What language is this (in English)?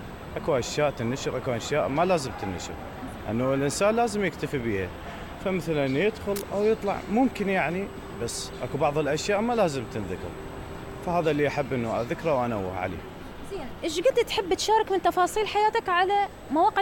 Mesopotamian Arabic